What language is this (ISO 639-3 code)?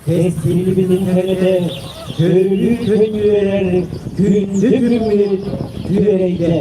sah